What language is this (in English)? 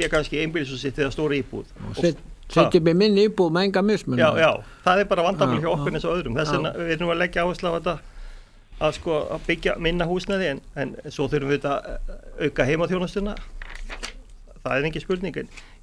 Icelandic